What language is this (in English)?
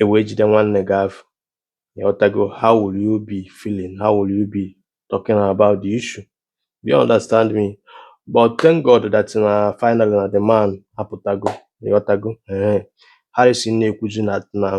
Igbo